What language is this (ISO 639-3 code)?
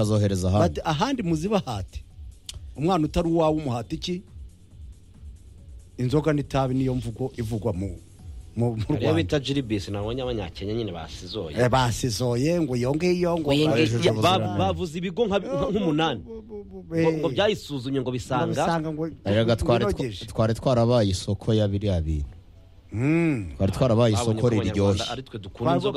kin